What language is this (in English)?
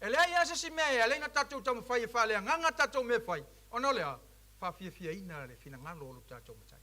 Samoan